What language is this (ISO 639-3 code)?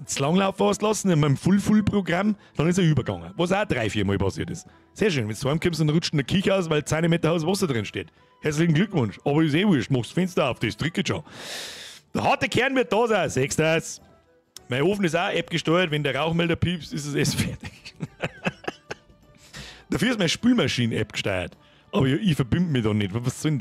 bar